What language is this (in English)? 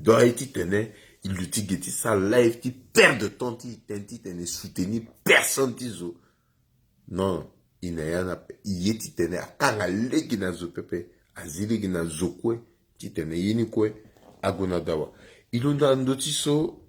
Sango